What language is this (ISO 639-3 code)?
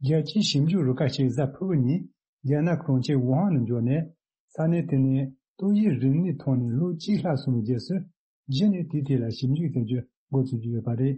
bod